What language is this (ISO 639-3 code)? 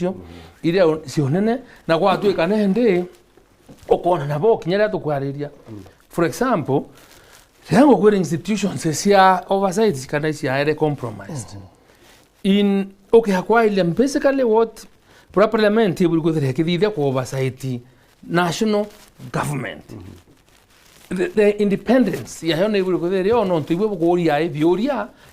mer